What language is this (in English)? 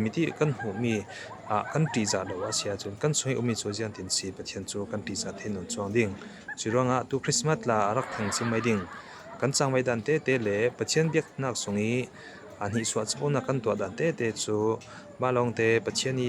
Falam Chin